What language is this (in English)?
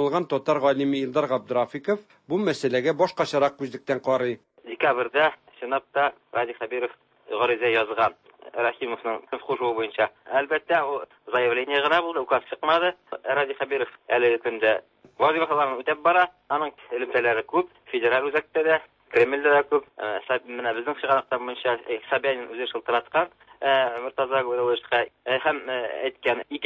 Tatar